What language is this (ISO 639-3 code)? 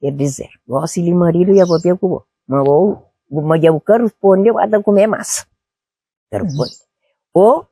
kea